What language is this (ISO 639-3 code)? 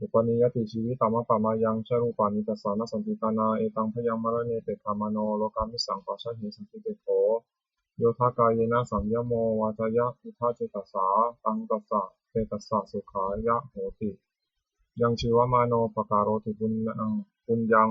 pli